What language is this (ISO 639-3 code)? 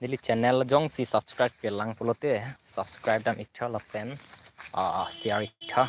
mjw